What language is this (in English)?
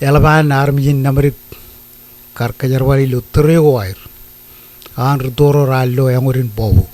Marshallese